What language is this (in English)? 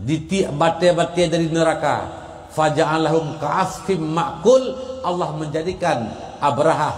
Achinese